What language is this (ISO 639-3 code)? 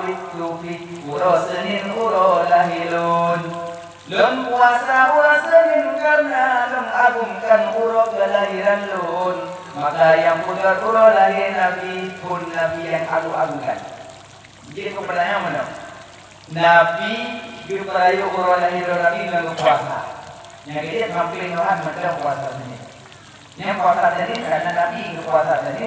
ace